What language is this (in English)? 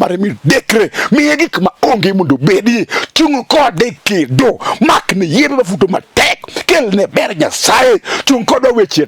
Luo (Kenya and Tanzania)